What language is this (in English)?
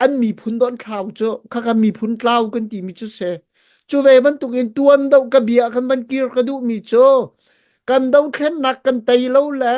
Hakha Chin